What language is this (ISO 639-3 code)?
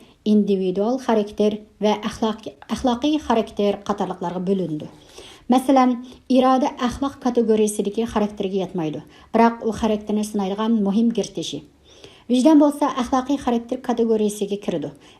uig